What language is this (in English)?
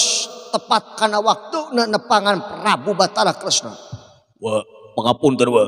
Sundanese